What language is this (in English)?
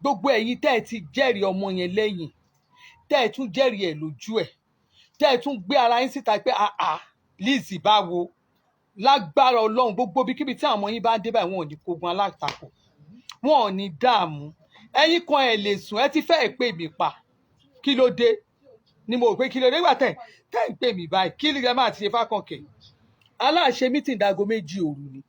Yoruba